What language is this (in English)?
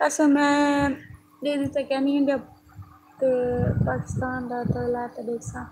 Saraiki